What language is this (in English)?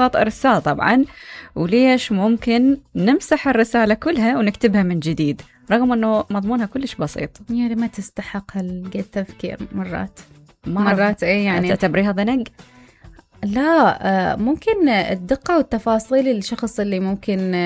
Mesopotamian Arabic